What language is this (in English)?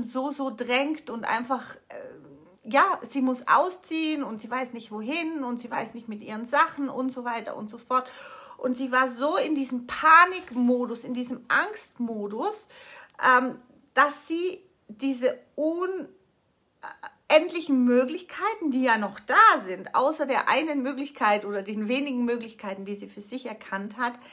German